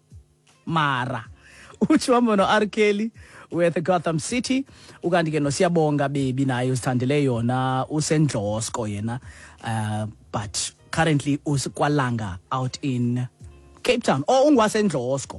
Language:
Xhosa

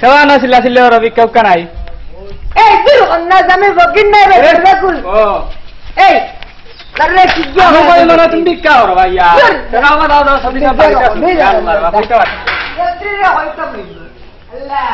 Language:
Sylheti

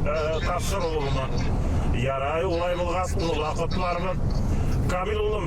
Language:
Bashkir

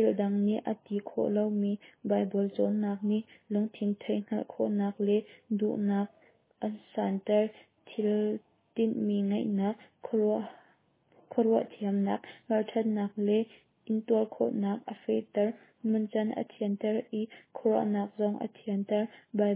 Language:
Hakha Chin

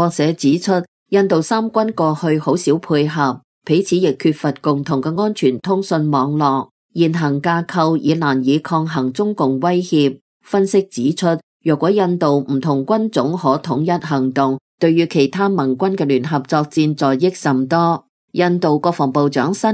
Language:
Cantonese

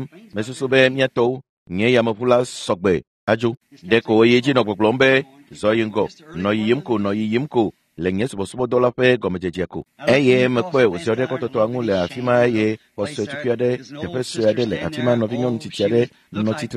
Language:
Ewe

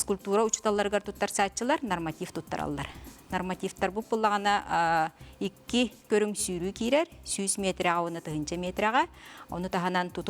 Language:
Yakut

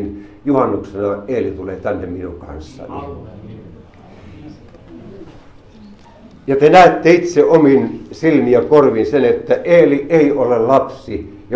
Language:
Finnish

